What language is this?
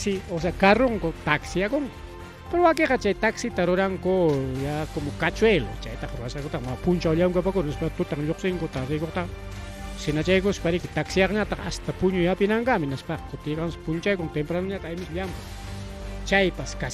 Ayacucho Quechua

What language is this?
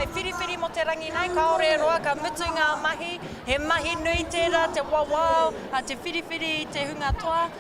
Māori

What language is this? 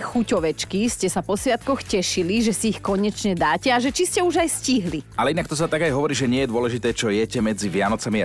Slovak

